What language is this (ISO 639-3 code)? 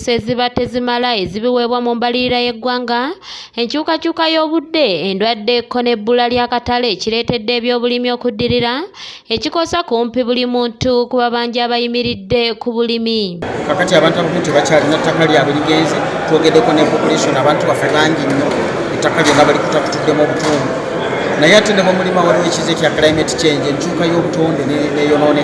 lug